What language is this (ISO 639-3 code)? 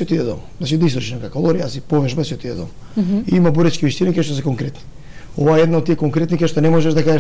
mkd